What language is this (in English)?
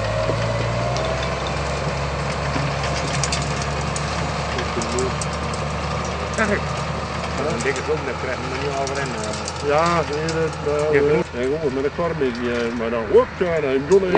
Dutch